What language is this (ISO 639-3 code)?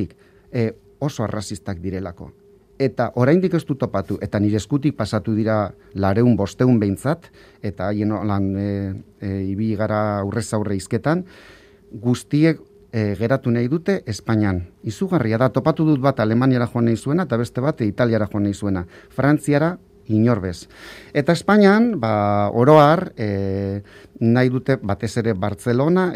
eus